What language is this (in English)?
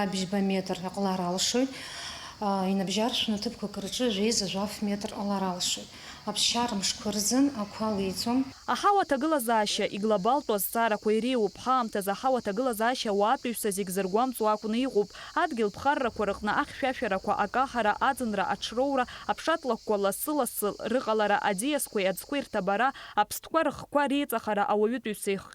Abkhazian